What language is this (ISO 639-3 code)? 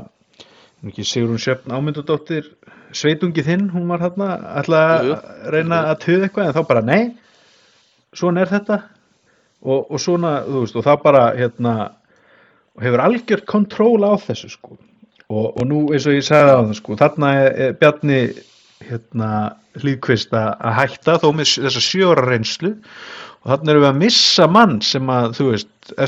isl